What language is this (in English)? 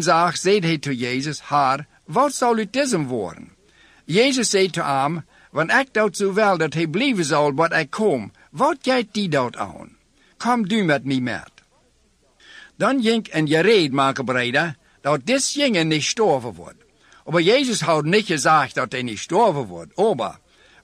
Dutch